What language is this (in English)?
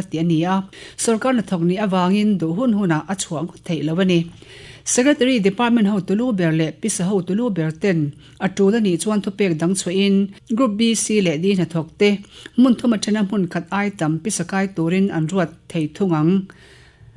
Mizo